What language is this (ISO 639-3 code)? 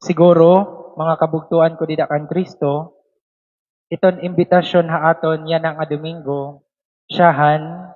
war